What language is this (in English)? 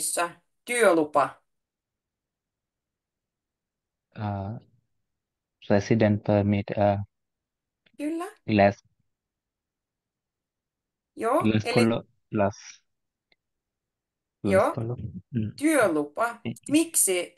Finnish